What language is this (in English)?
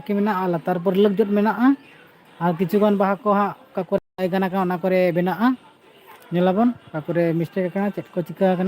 Santali